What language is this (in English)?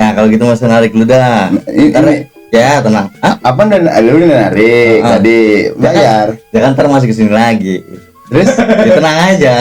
Betawi